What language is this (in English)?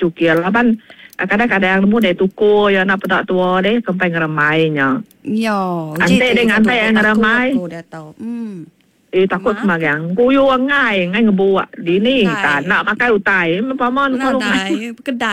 Iban